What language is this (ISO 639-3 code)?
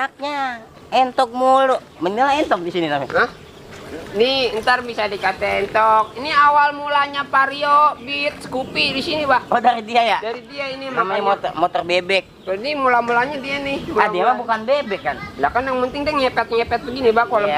bew